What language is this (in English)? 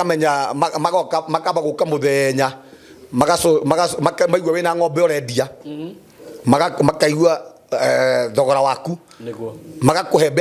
Kikuyu